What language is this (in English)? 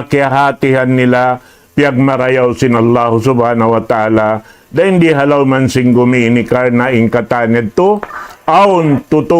Tausug